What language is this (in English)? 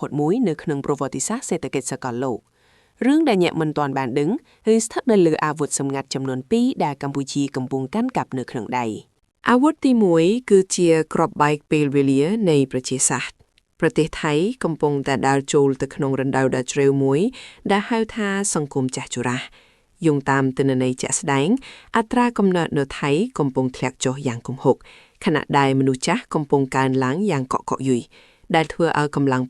Khmer